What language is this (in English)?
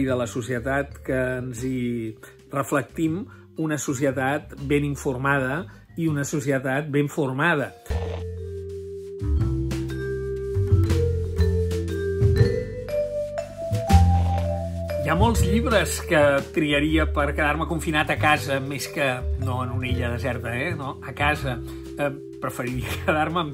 Catalan